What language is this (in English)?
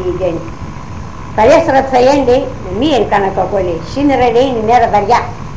Greek